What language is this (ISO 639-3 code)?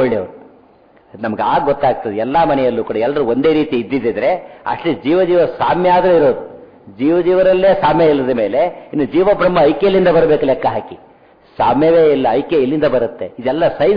kan